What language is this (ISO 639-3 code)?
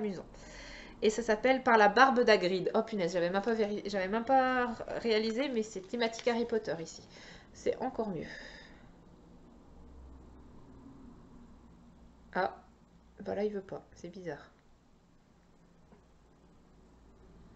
fra